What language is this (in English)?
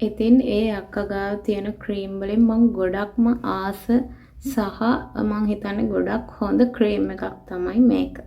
Sinhala